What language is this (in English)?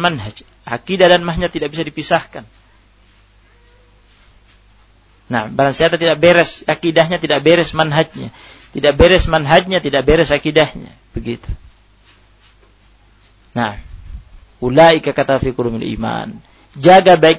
Indonesian